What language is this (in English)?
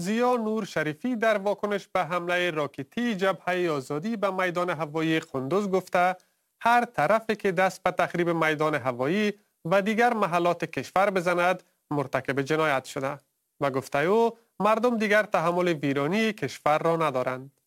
Persian